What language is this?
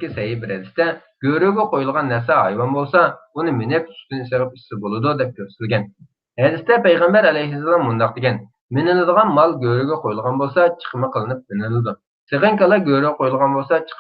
Uyghur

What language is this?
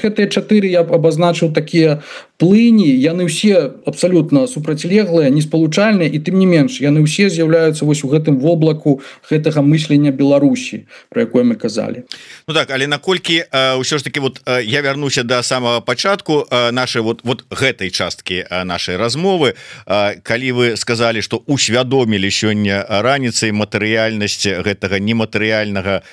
Belarusian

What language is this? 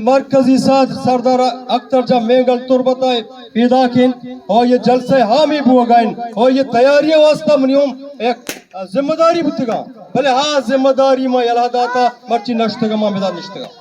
Eastern Balochi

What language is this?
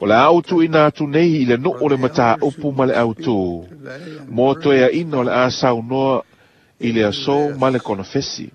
Samoan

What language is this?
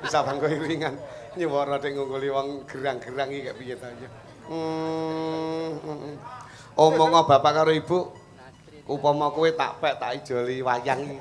Javanese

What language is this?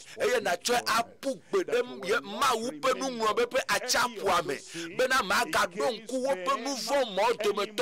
Ewe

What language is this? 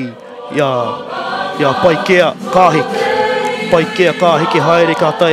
Māori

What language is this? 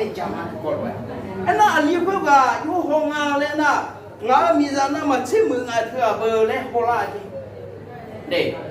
Akha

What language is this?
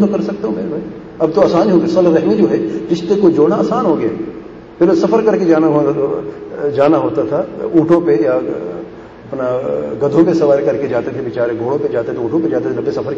Urdu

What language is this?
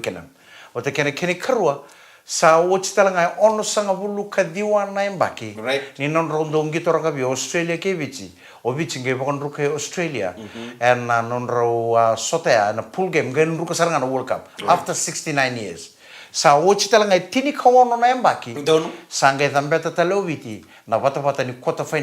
Fijian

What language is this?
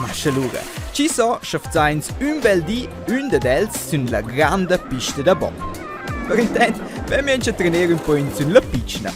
Romansh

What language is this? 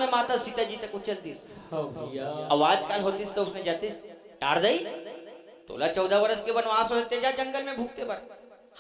Chhattisgarhi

